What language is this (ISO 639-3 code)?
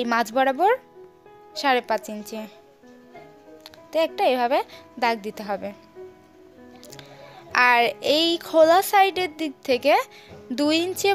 ben